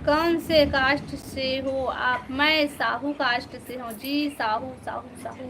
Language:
Chhattisgarhi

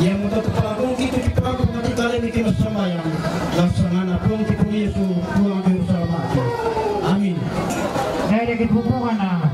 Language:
Toraja-Sa'dan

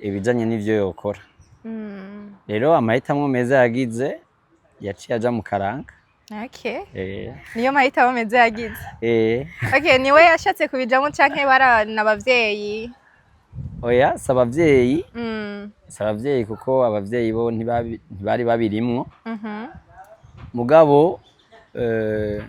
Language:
Rundi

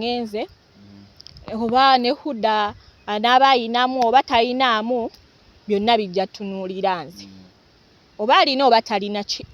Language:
Ganda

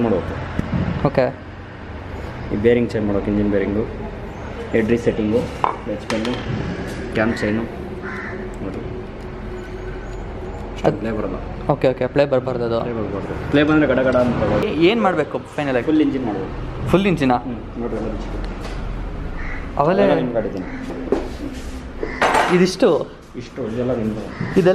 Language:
Kannada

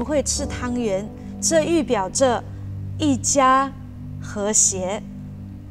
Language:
Chinese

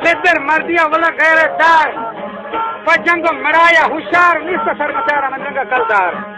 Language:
Baluchi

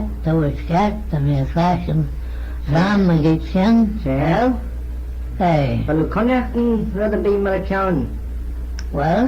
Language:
Manx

